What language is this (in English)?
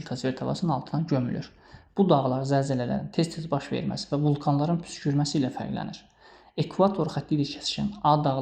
Azerbaijani